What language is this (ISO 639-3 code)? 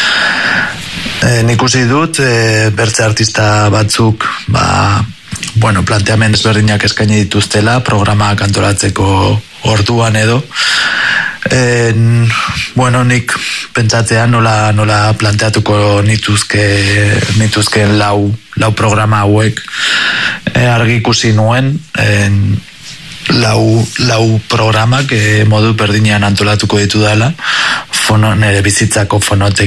eus